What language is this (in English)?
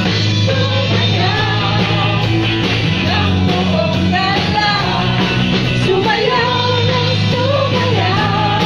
Filipino